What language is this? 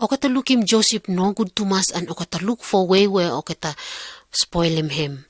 Pijin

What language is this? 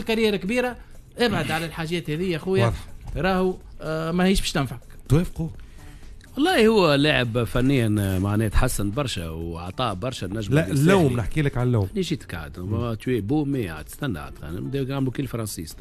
Tunisian Arabic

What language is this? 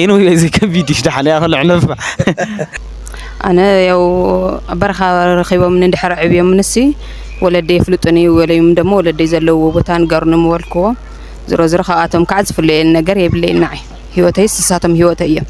Tigrinya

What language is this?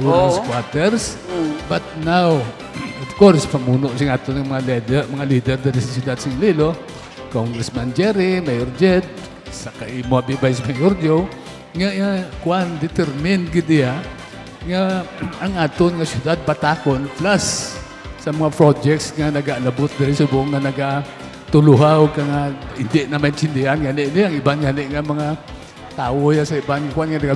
Hiligaynon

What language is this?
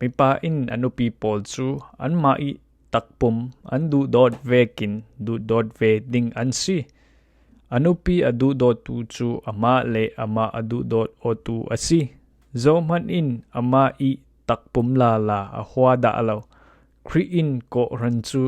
Falam Chin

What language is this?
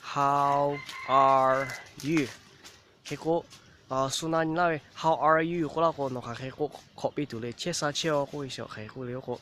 Lahu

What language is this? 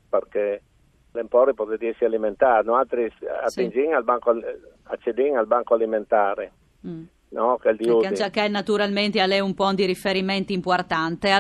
Friulian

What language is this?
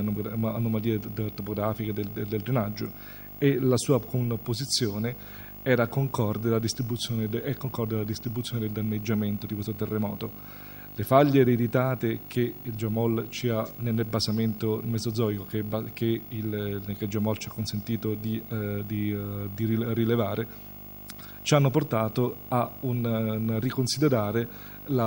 Italian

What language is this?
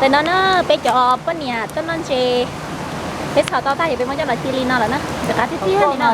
Hmong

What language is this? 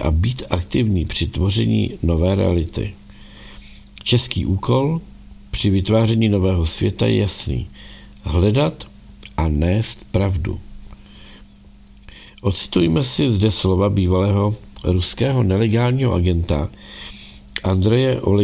Czech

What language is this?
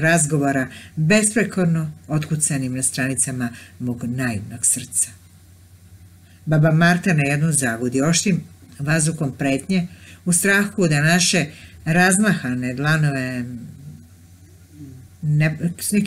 Serbian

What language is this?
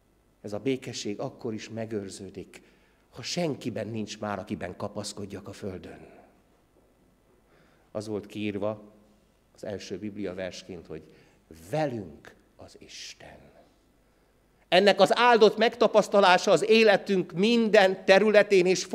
Hungarian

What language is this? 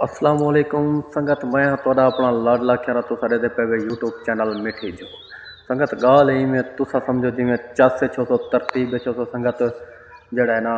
Saraiki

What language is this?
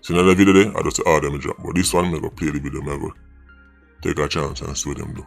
Jamaican Creole English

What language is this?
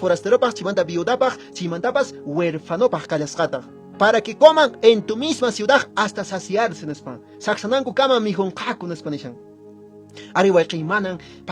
Quechua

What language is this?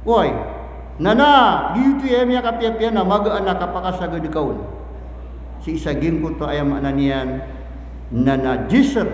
Maranao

